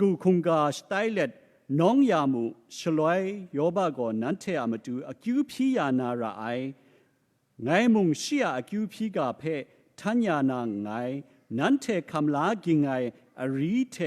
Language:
Kachin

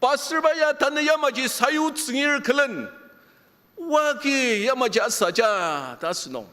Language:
Ao Naga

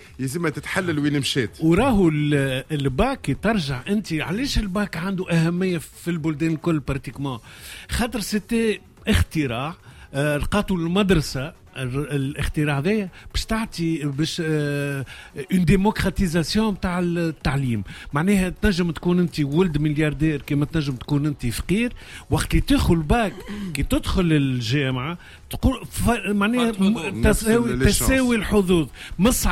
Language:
Tunisian Arabic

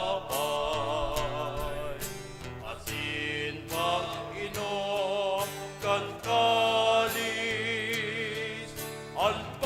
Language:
Bikol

